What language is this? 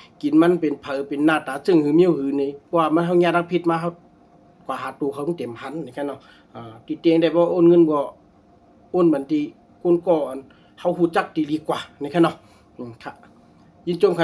Shan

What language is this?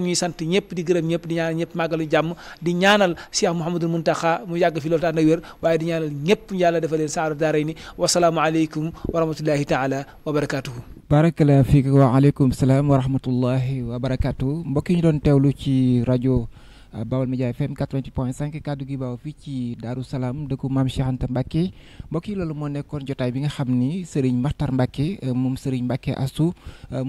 Wolof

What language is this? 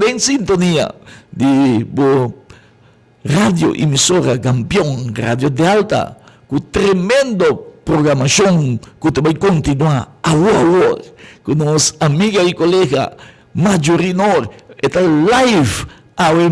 Papiamento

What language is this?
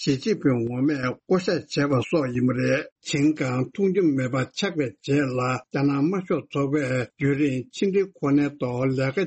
Tibetan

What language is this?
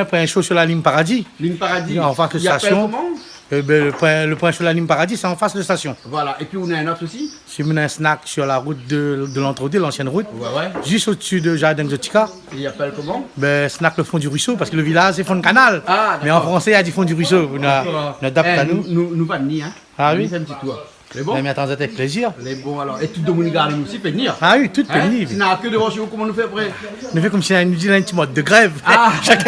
Réunion Creole French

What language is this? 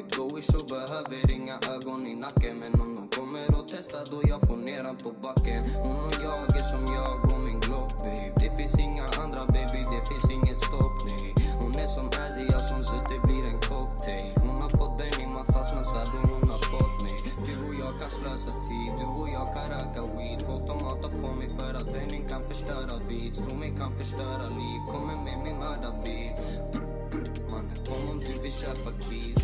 Swedish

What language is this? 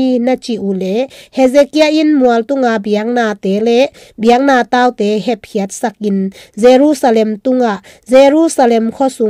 Tedim Chin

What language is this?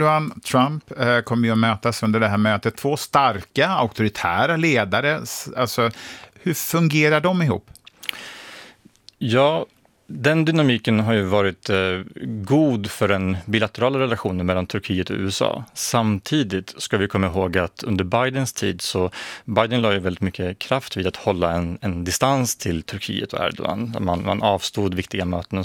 Swedish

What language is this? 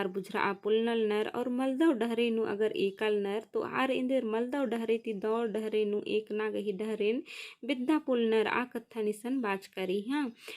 Kurukh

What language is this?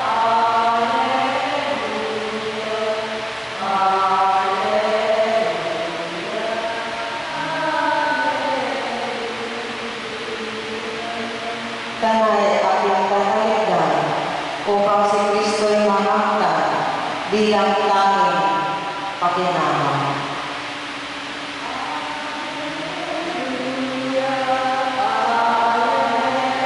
Filipino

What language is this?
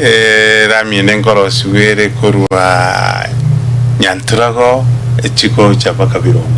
Gusii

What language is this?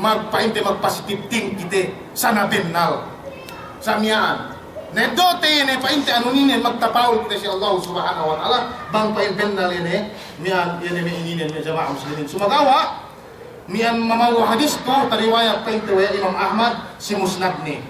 Yakan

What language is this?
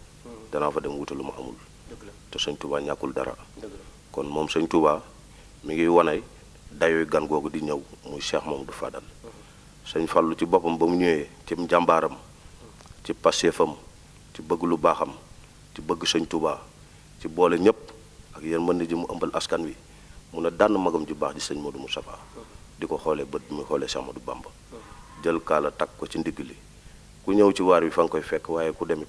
Wolof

